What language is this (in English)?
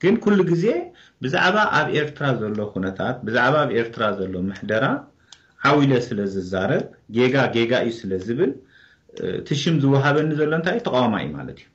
Tigrinya